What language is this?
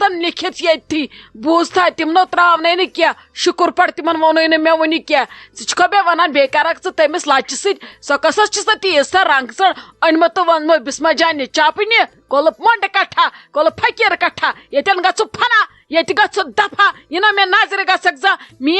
Kashmiri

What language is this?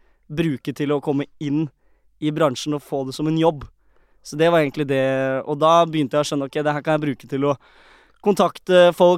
Norwegian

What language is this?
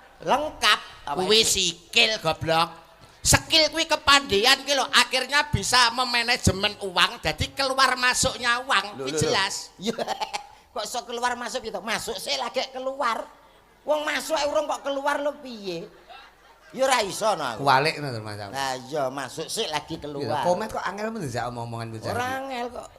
Javanese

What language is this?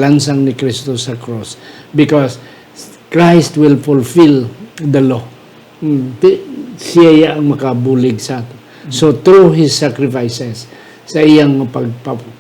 Hiligaynon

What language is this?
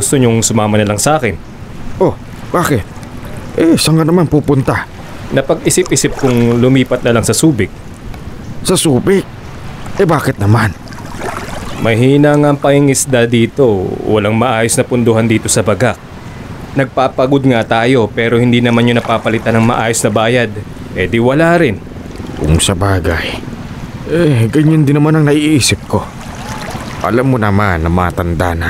Filipino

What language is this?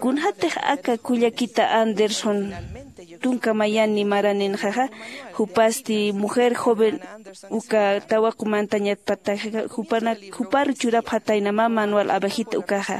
Aymara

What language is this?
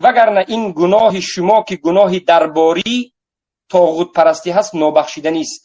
Tajik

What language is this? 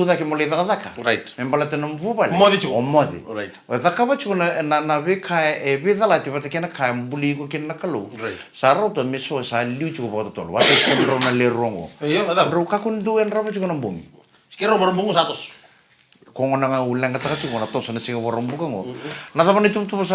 Fijian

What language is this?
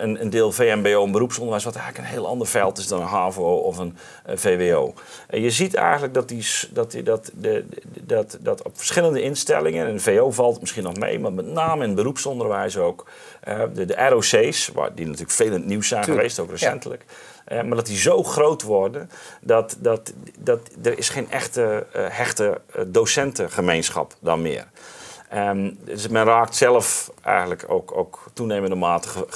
Dutch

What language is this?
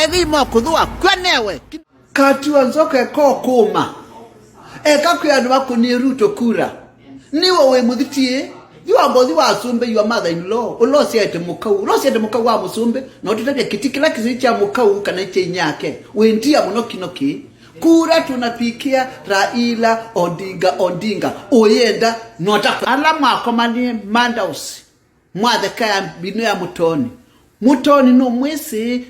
Kamba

